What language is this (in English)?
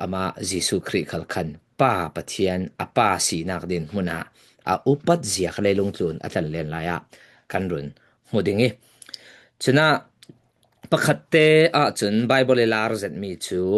Falam Chin